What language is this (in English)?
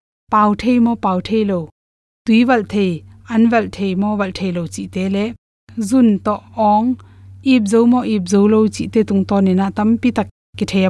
Tedim Chin